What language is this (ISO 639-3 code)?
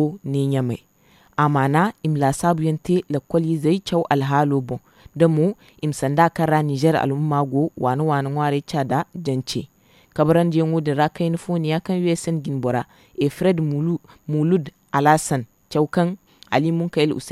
dje